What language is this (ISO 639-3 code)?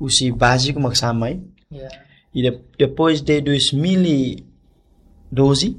tet